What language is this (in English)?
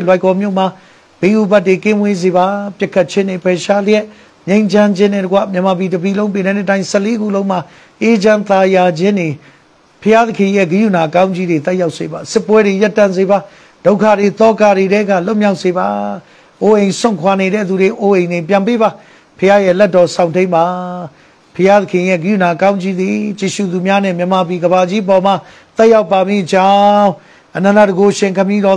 Burmese